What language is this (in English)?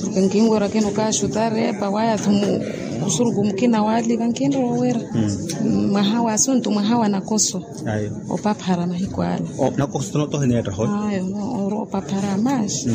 Makhuwa